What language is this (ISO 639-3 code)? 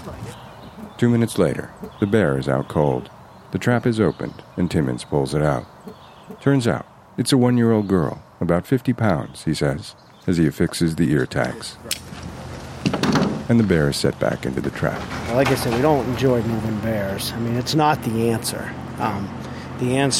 eng